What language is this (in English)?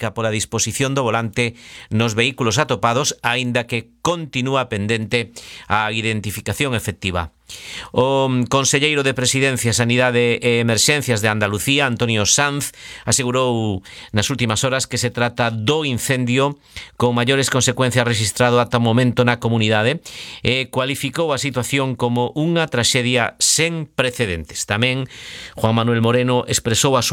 Galician